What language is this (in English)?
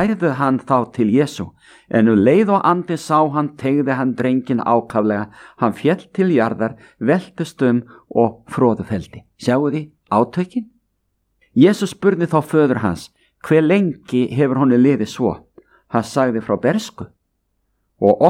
Icelandic